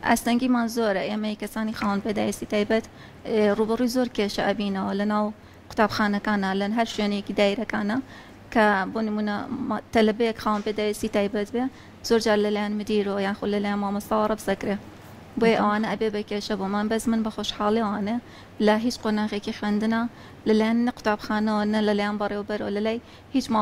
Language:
Central Kurdish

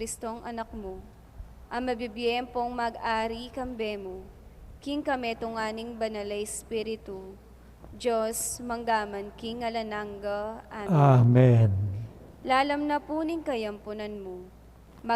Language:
Pampanga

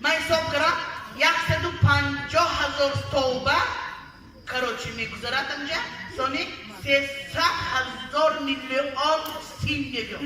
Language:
Tajik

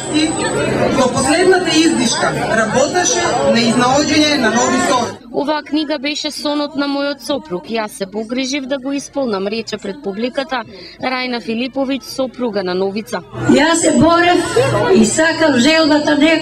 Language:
Macedonian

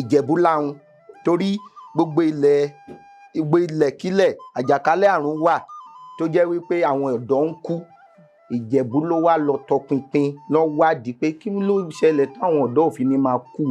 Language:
Yoruba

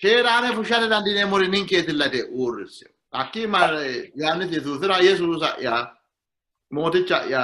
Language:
Sidamo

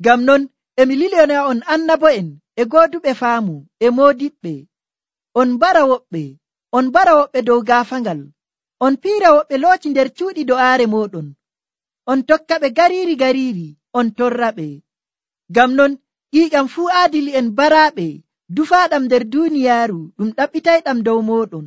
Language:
Nigerian Fulfulde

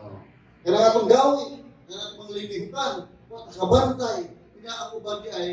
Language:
Cebuano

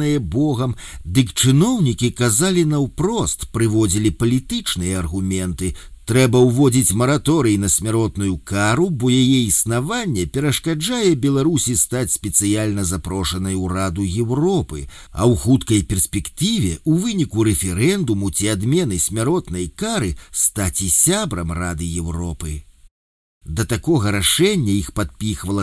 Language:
Belarusian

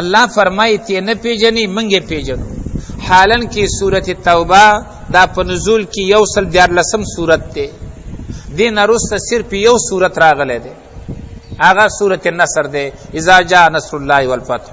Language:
Pashto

